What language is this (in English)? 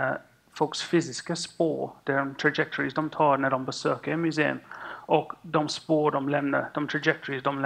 Swedish